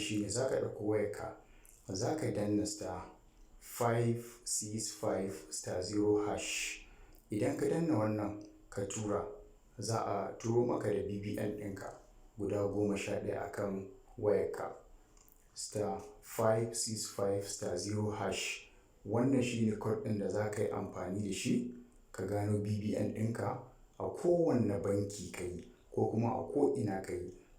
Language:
Hausa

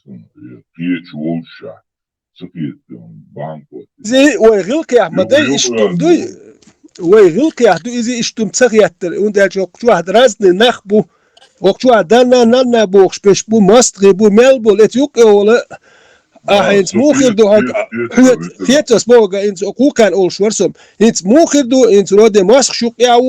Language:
Chechen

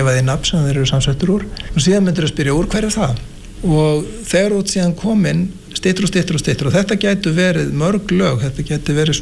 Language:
Icelandic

